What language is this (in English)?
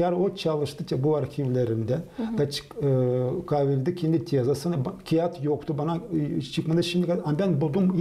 Gagauz